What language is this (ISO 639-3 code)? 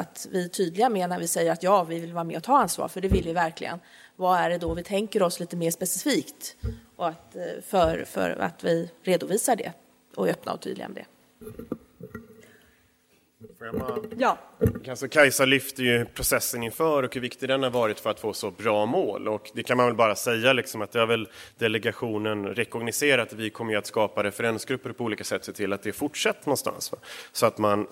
swe